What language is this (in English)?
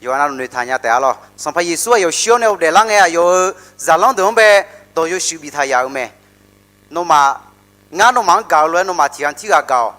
Akha